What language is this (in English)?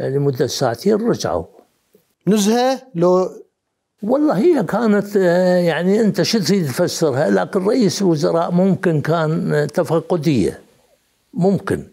Mesopotamian Arabic